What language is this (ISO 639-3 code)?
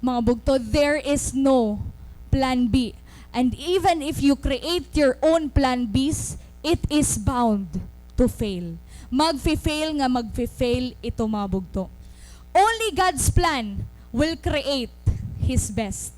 war